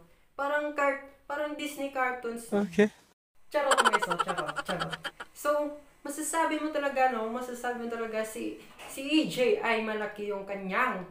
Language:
Filipino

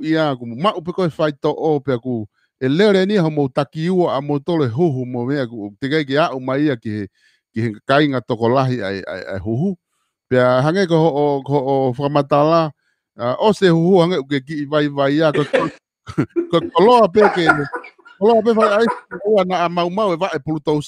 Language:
Tongan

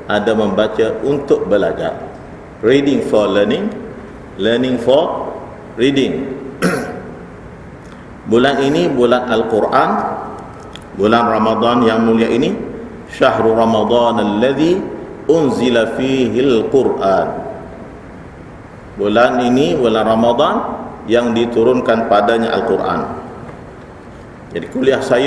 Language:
Malay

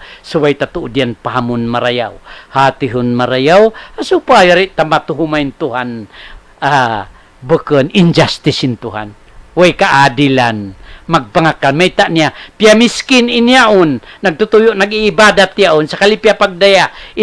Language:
Tausug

